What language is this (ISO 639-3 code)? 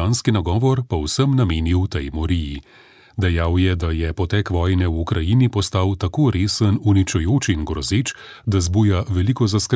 slv